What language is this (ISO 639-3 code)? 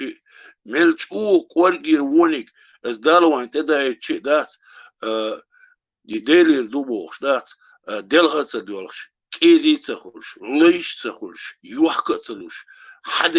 che